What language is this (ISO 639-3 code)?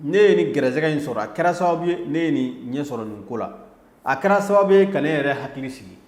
bam